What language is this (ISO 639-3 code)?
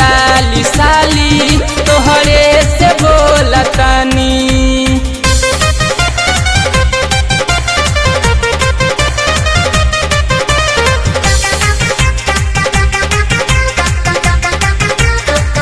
bho